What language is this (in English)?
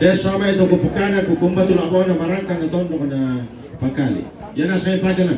Toraja-Sa'dan